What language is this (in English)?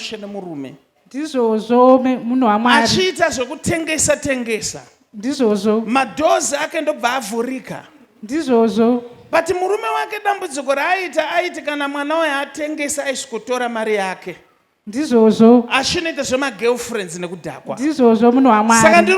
Shona